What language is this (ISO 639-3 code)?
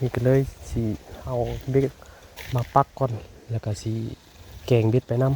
tts